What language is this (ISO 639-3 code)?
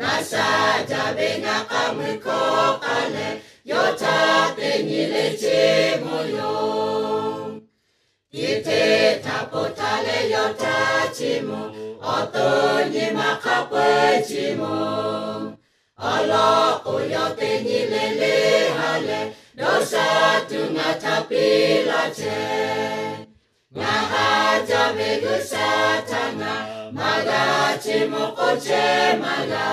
lhu